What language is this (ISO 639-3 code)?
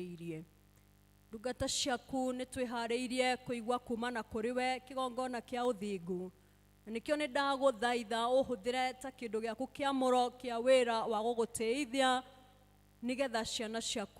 kik